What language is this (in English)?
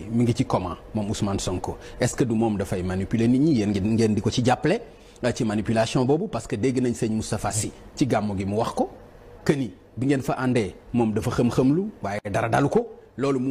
Wolof